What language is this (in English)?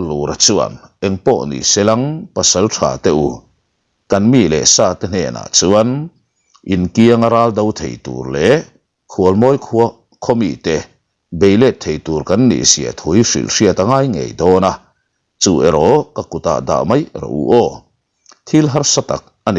Mizo